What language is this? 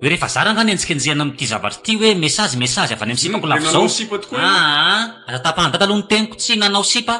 Malagasy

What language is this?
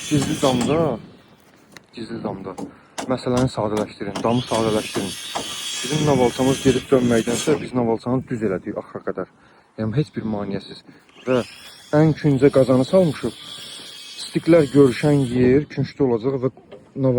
Azerbaijani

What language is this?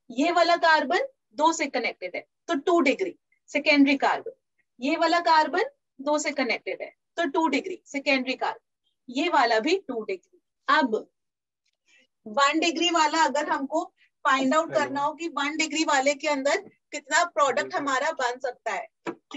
Hindi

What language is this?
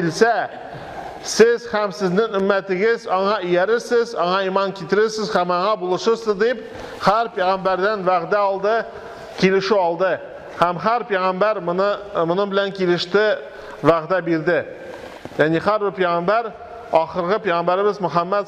Tatar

